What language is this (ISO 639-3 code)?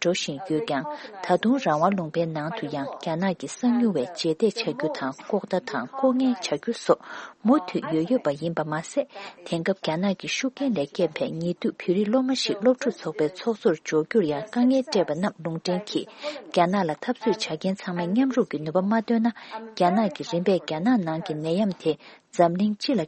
bod